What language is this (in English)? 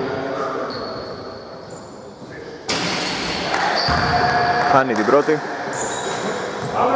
Greek